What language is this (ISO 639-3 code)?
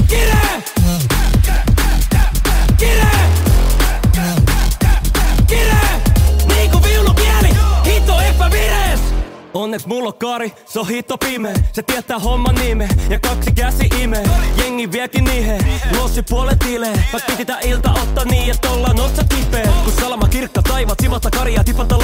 fin